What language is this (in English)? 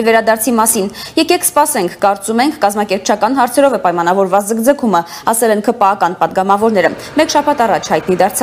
Armenian